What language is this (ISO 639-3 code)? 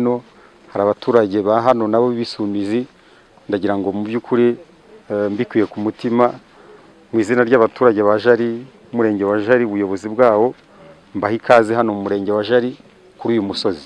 kin